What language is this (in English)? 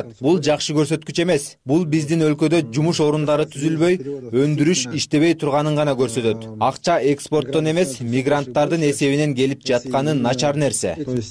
Kyrgyz